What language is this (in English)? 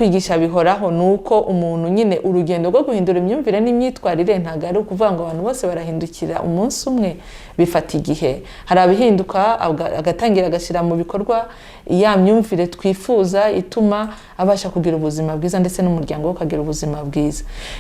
Kinyarwanda